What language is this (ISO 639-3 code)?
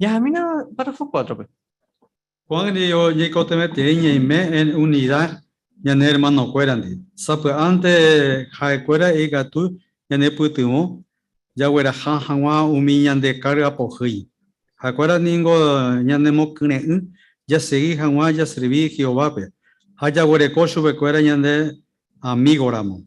grn